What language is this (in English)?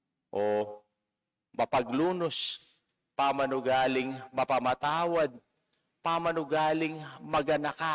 Pampanga